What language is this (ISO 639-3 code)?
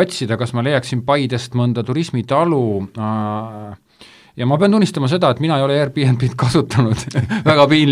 est